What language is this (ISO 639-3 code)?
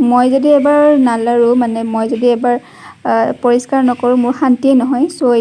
asm